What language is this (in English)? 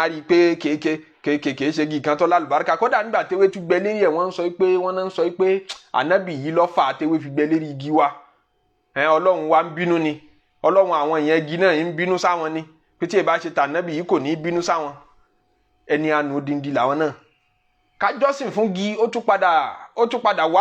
Yoruba